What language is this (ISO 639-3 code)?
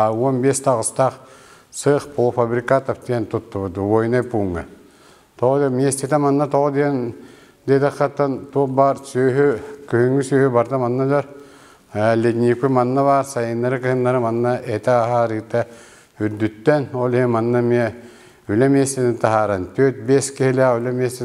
sah